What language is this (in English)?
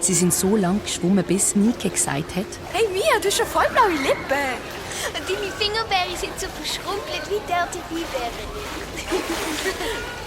Swiss German